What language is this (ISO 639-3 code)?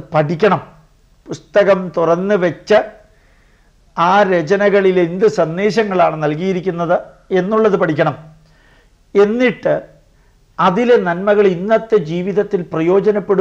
mal